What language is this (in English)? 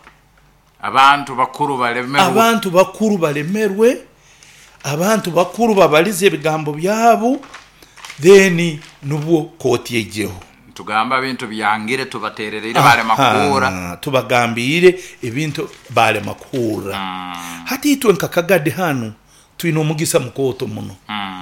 Nyoro